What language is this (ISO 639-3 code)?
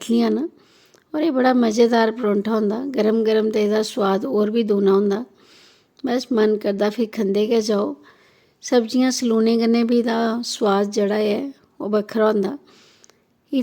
doi